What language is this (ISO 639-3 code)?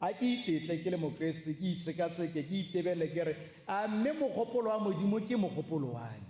tsn